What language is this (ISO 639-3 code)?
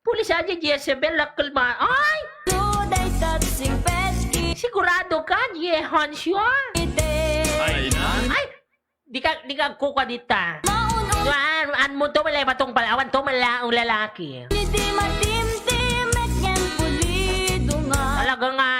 ilo